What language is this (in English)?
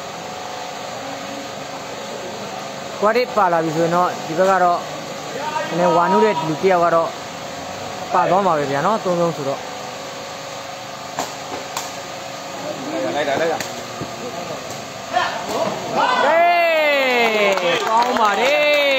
Burmese